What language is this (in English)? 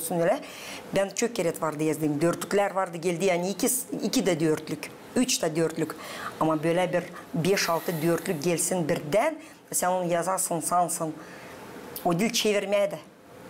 Gagauz